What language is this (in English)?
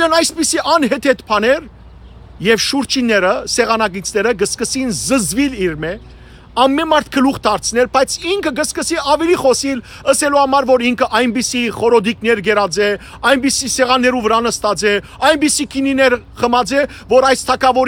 Western Armenian